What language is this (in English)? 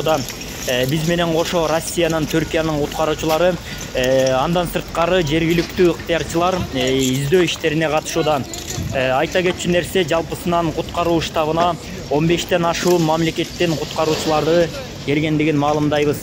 Kyrgyz